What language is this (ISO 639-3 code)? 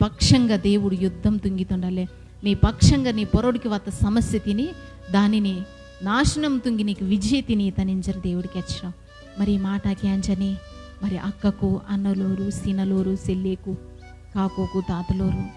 kff